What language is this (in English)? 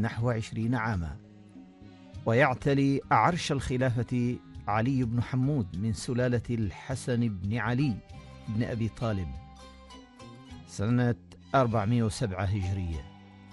Arabic